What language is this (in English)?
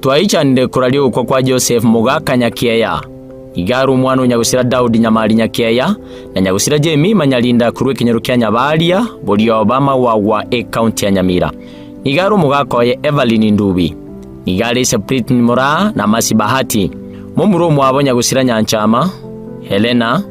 Gusii